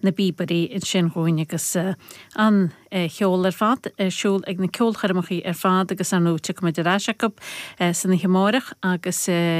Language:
Irish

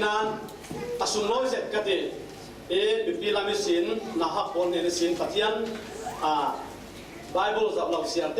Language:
Falam Chin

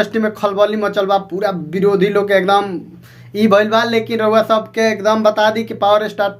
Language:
Bhojpuri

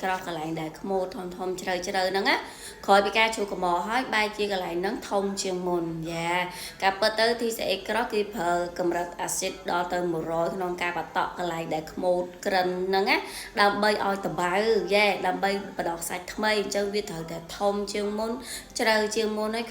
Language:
Khmer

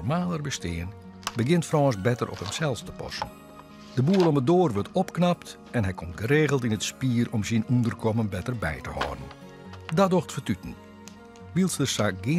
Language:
Western Frisian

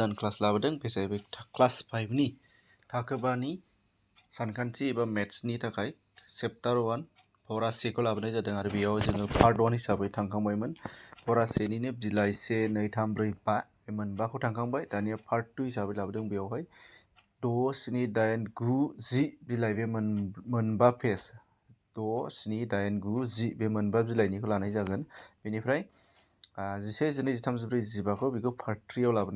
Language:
Bodo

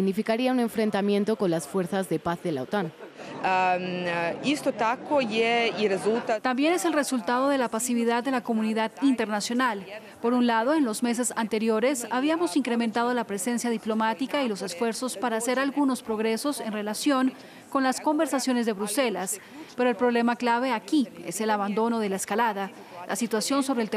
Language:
Spanish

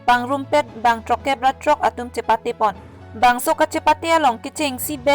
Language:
Karbi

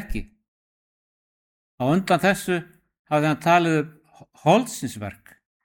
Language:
Icelandic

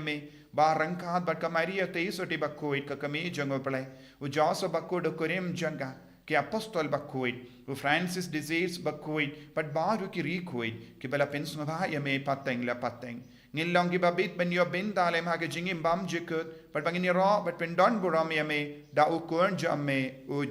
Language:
Khasi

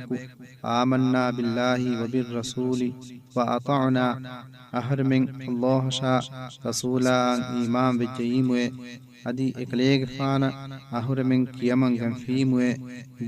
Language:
Divehi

